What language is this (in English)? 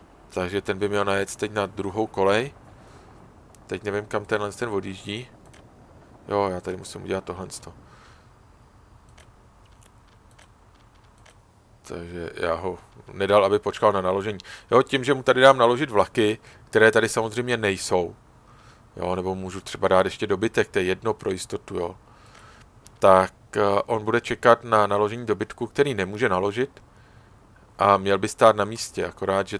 Czech